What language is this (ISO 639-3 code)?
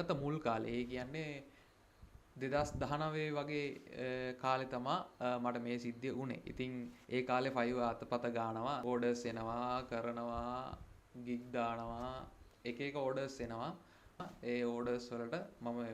sin